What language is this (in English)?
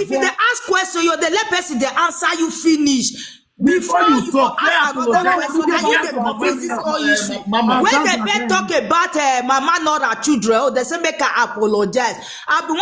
Nigerian Pidgin